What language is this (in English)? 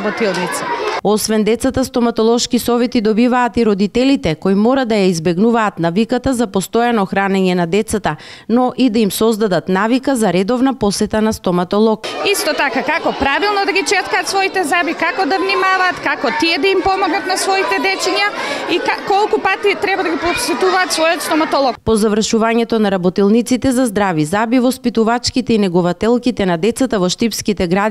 Macedonian